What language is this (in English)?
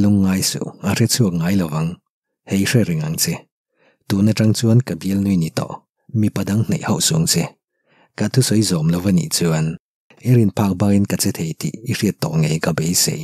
Mizo